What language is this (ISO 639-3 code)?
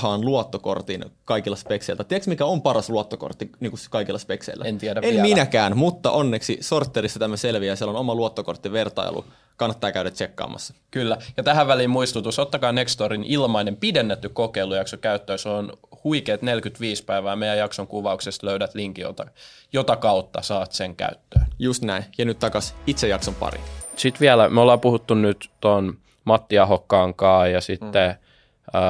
fin